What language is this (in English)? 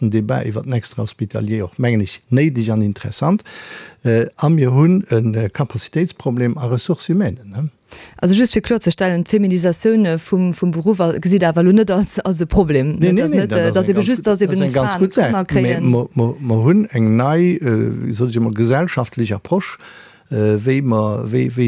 Luxembourgish